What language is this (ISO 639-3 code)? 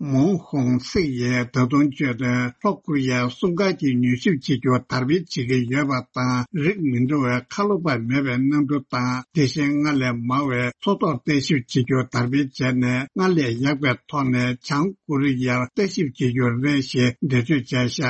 bod